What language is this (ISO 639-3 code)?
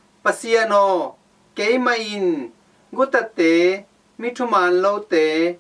ctd